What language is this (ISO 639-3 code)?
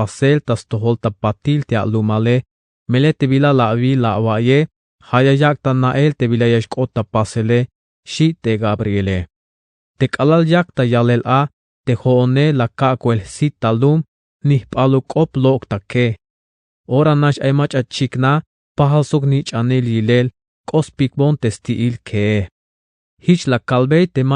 tzh